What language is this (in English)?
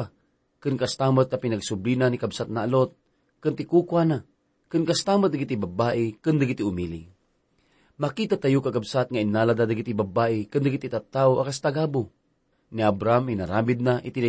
Iloko